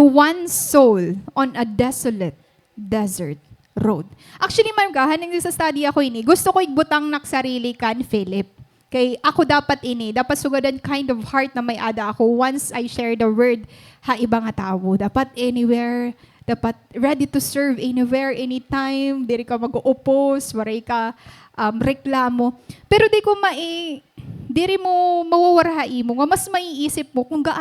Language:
Waray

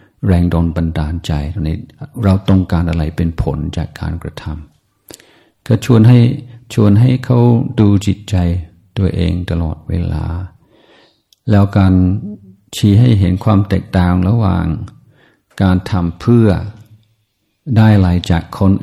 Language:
Thai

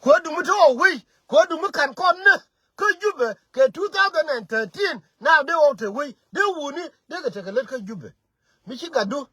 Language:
Nuer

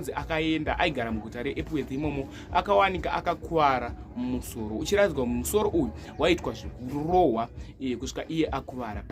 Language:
Shona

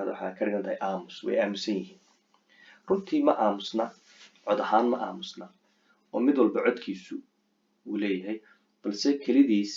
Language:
Somali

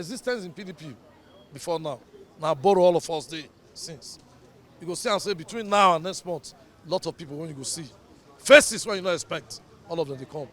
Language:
Nigerian Pidgin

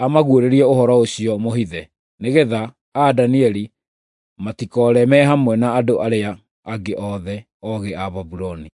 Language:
Kikuyu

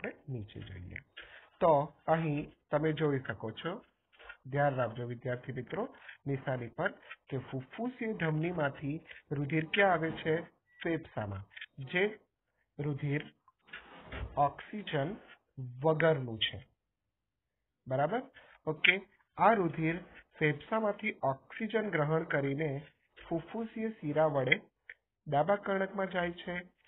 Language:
Gujarati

